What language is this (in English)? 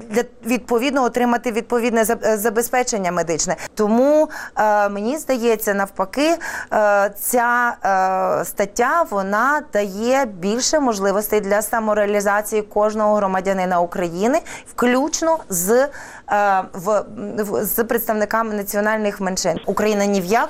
Ukrainian